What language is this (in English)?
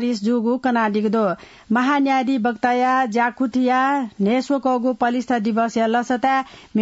Newari